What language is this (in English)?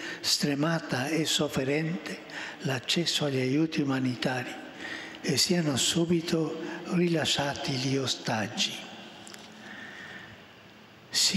Italian